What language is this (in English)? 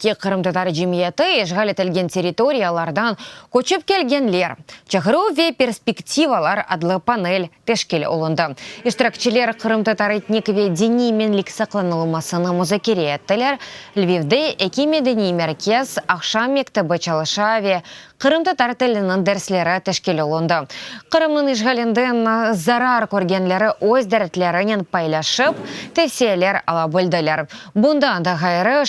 Crimean Tatar